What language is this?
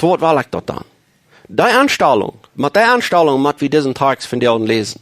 Plautdietsch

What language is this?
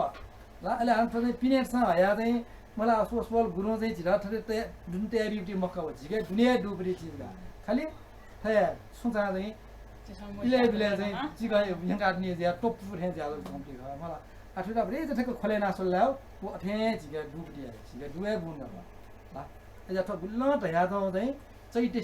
Newari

